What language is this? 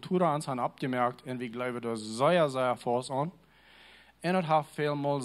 Plautdietsch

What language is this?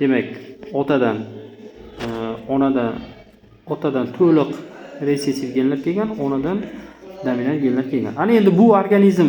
Uzbek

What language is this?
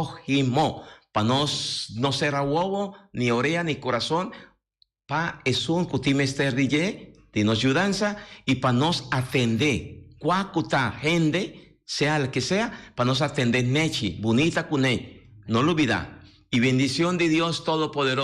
Papiamento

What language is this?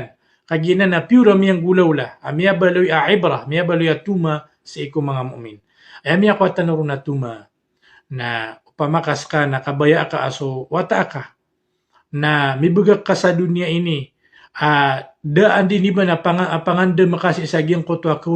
Maranao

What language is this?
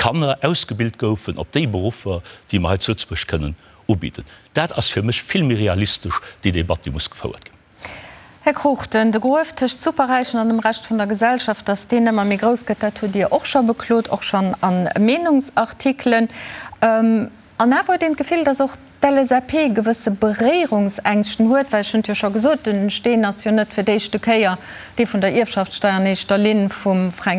Luxembourgish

